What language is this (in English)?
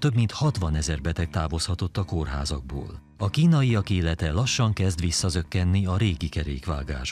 Hungarian